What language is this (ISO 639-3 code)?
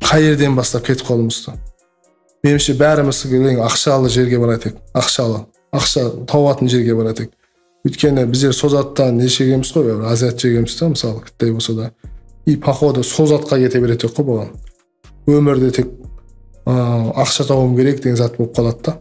kaa